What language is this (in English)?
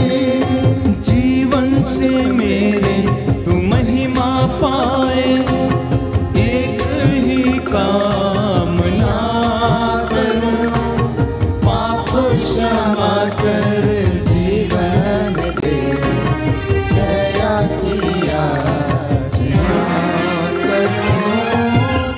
Hindi